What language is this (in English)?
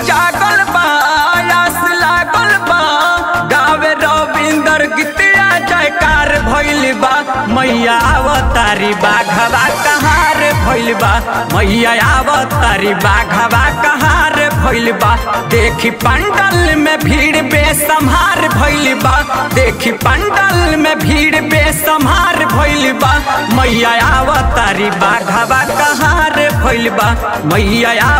Bhojpuri